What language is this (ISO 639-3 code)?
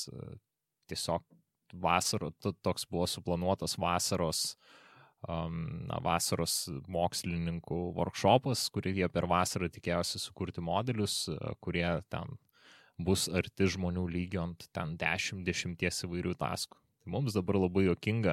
lit